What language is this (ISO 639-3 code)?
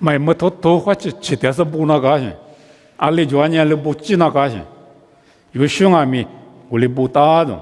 lis